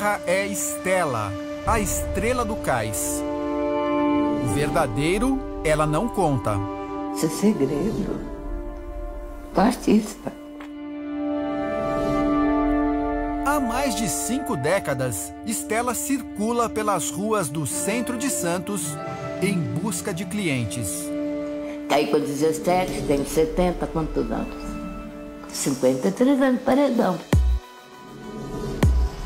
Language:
Portuguese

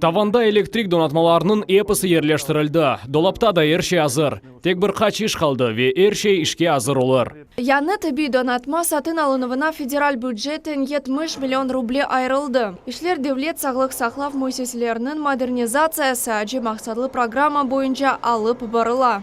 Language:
Crimean Tatar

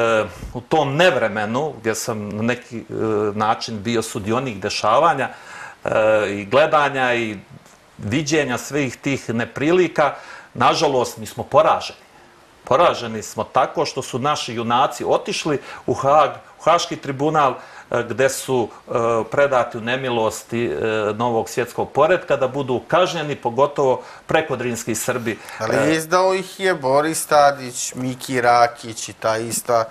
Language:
Serbian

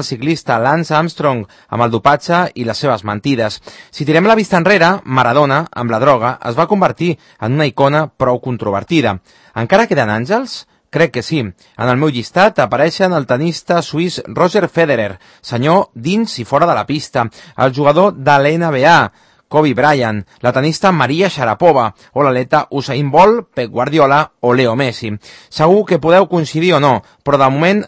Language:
Catalan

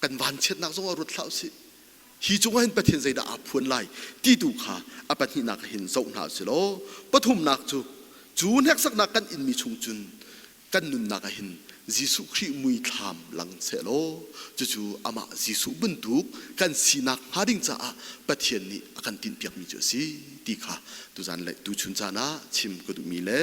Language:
Hakha Chin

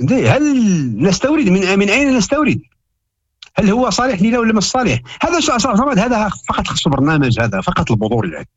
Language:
Moroccan Arabic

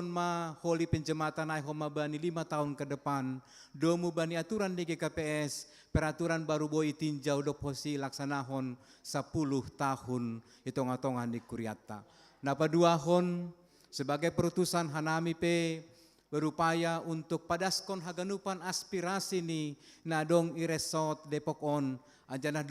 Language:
Batak Simalungun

